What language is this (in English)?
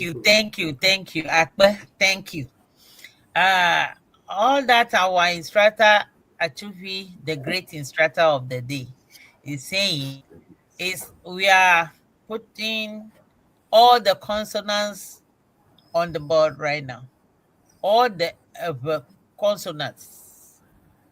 Ewe